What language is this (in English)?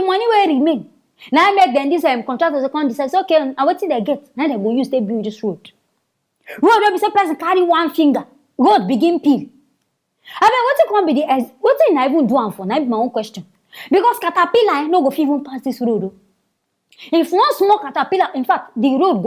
Nigerian Pidgin